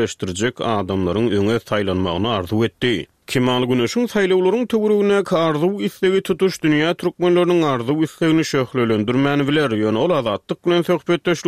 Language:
Turkmen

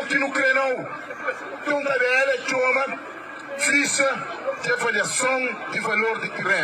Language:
Kabuverdianu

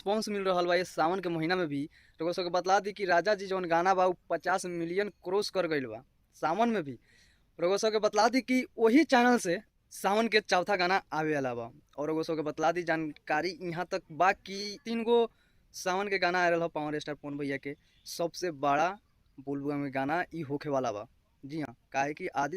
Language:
Bhojpuri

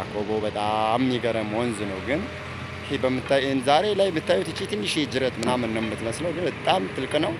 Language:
Amharic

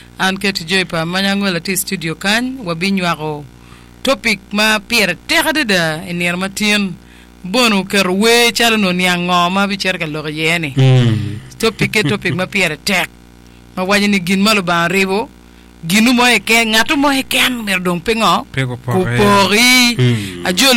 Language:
Acoli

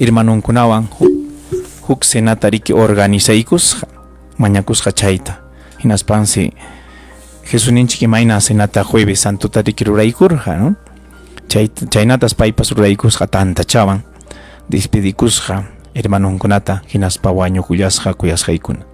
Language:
Ayacucho Quechua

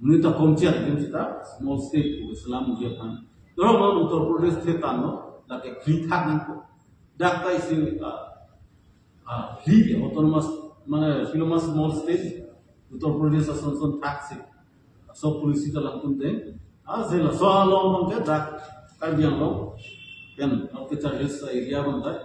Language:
Karbi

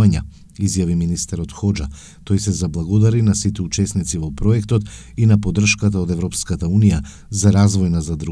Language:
Macedonian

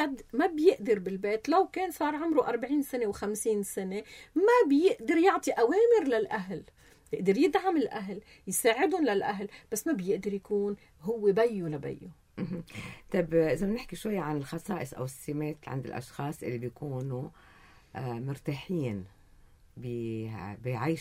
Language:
North Levantine Arabic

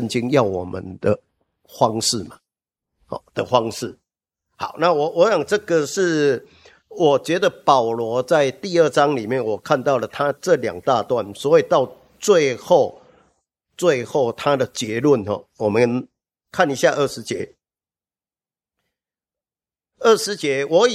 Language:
Chinese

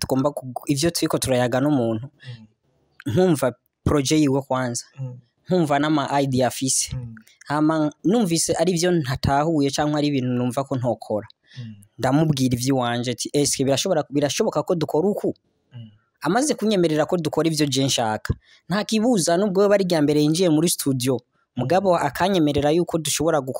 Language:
Rundi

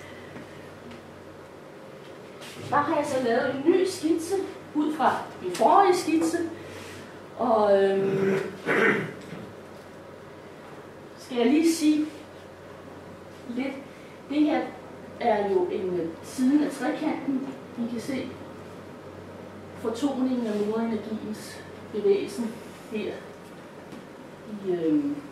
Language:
Danish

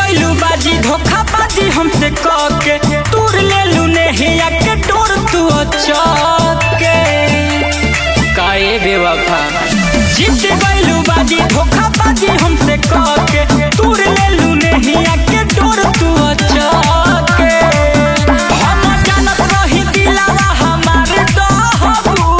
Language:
Bhojpuri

